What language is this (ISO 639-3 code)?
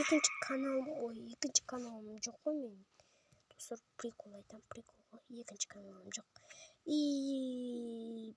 kaz